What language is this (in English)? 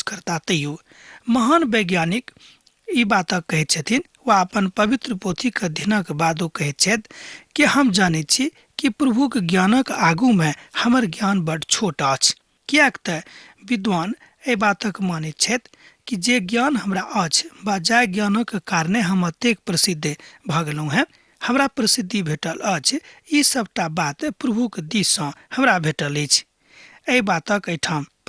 Maithili